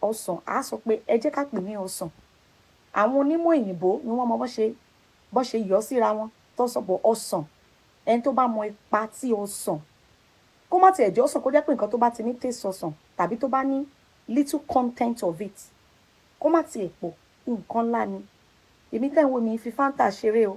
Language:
Yoruba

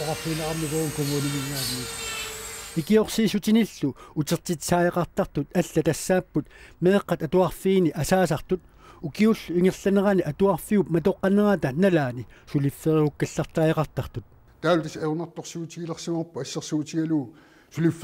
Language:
Kalaallisut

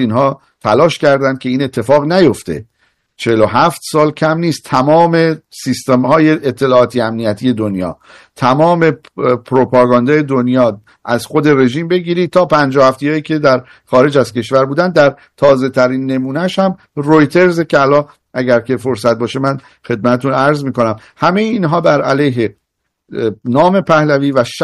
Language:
Persian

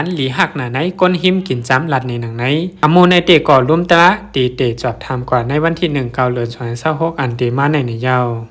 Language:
Shan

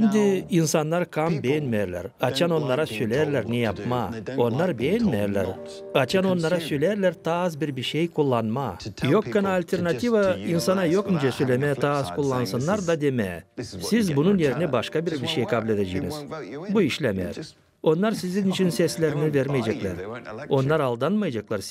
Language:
Gagauz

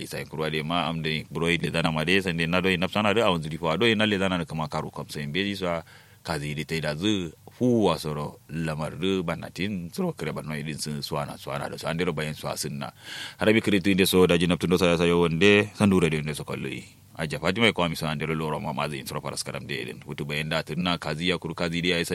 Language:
Kanuri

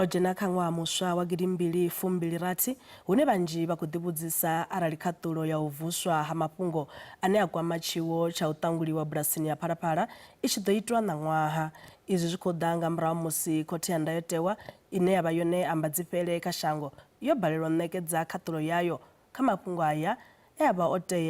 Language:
Venda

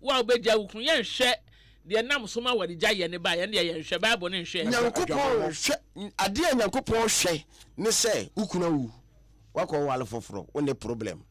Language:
Akan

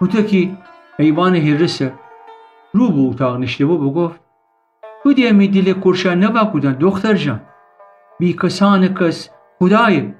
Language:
Gilaki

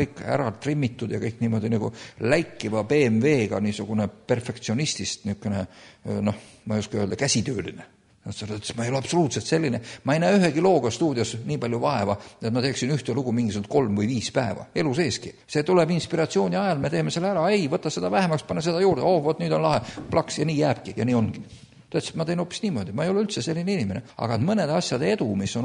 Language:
Estonian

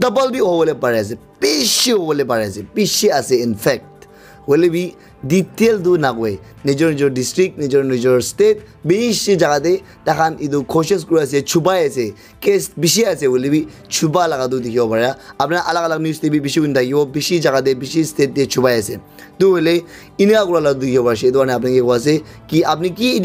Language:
Naga Pidgin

